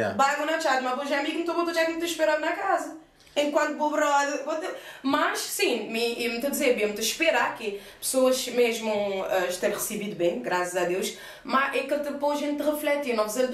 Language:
Kabuverdianu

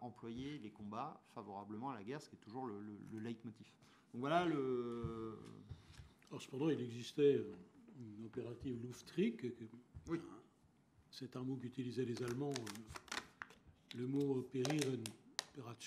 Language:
French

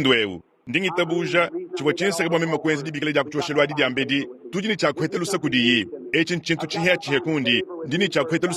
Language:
Luba-Lulua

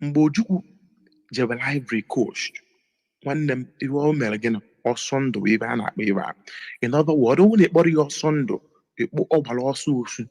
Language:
Igbo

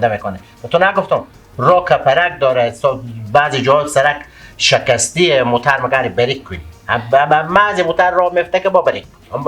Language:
Persian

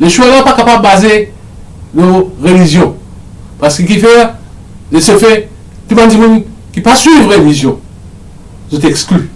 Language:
Morisyen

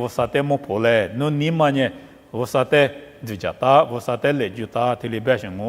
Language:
Lisu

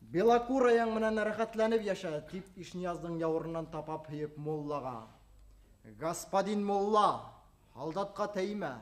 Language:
Bashkir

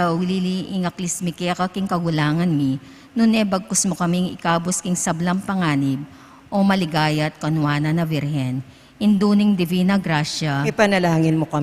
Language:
Pampanga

